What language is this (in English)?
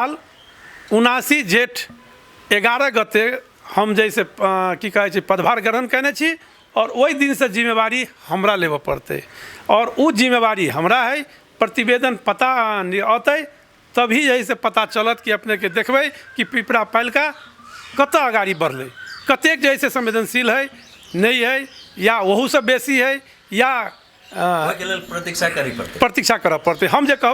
Maithili